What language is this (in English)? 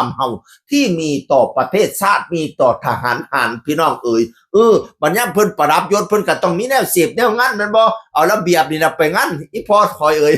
Northeastern Thai